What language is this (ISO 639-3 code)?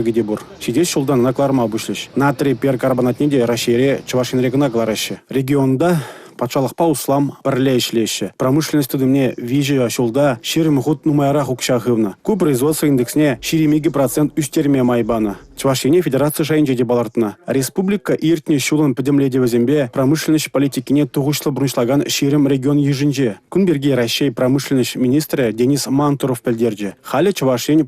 chv